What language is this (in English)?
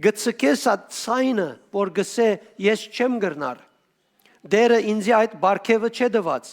Western Armenian